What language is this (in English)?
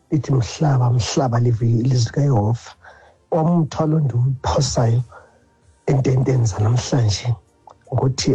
Xhosa